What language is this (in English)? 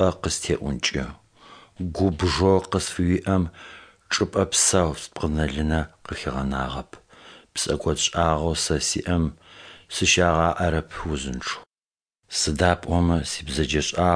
Adyghe